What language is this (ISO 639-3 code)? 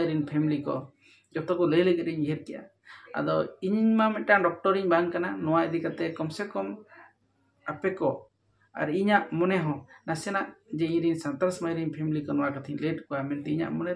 sat